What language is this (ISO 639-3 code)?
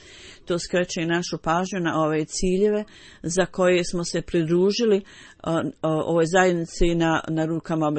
bos